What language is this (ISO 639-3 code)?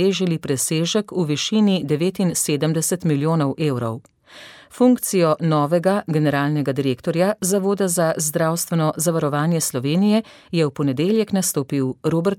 slv